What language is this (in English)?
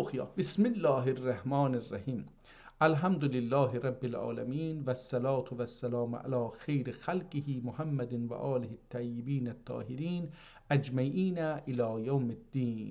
South Azerbaijani